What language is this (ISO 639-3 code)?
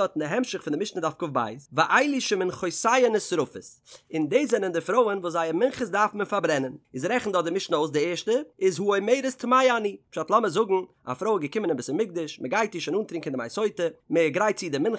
yid